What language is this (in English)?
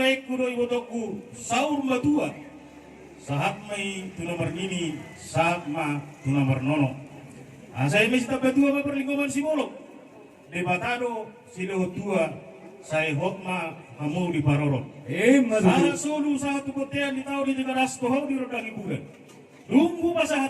Batak Toba